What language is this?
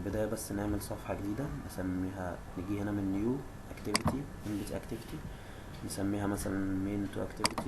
Egyptian Arabic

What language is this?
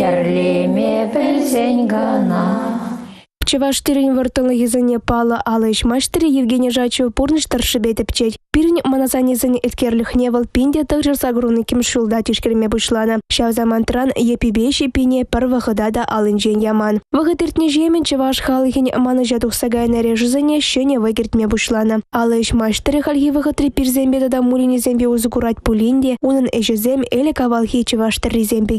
Chuvash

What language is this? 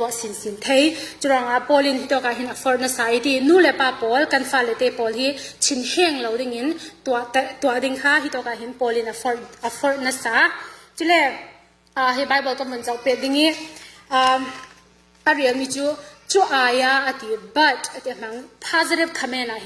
Falam Chin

